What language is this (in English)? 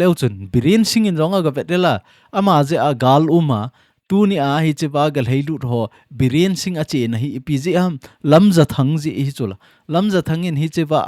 Thado Chin